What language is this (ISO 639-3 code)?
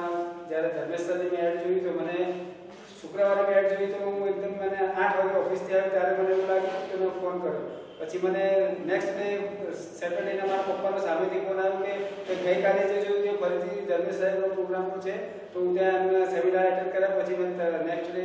guj